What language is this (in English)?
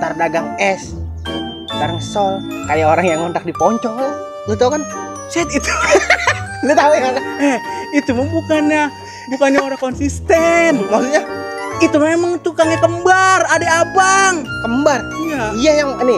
Betawi